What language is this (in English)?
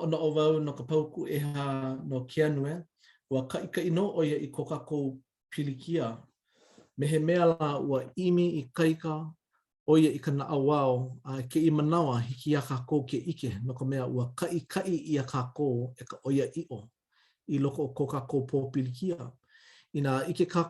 Hawaiian